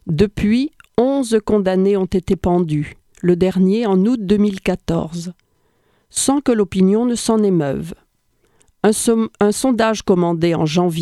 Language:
French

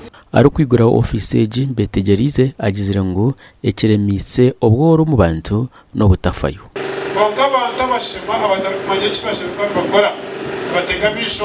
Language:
Nyankole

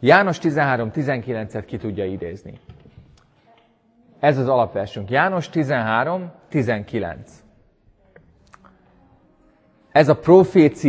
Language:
Hungarian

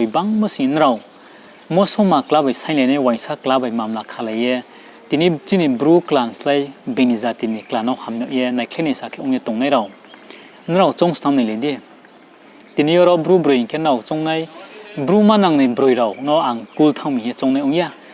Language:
Riang (India)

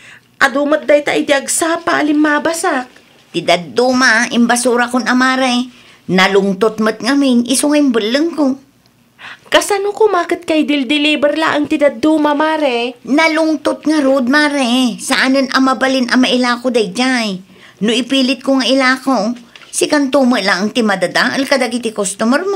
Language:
Iloko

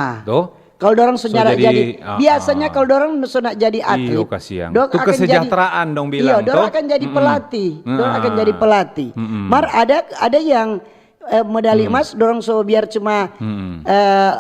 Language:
Manado Malay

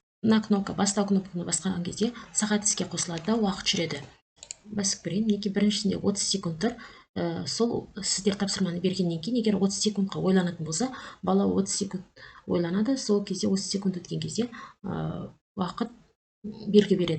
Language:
Kazakh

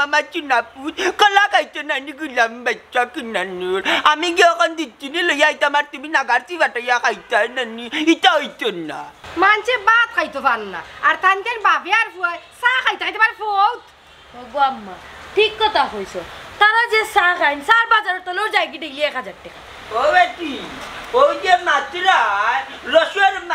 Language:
Sylheti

